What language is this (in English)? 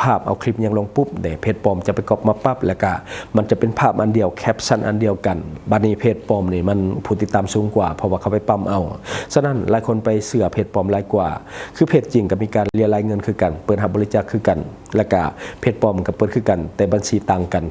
Lao